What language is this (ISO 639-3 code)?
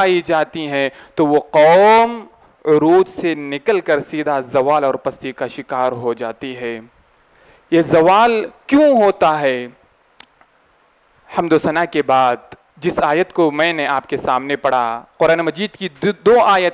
urd